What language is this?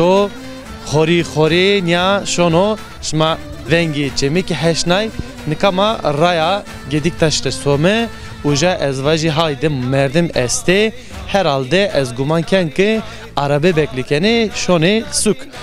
Zaza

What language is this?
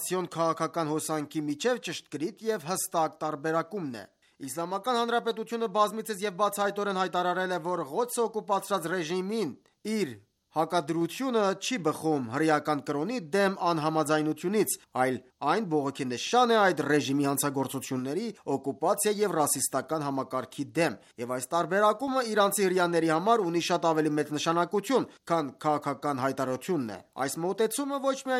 Armenian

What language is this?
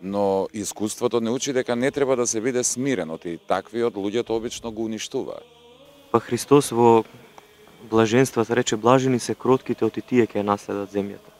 Macedonian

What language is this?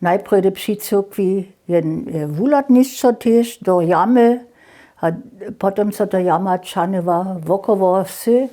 Upper Sorbian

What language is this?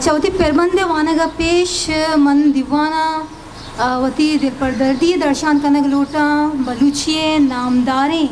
Eastern Balochi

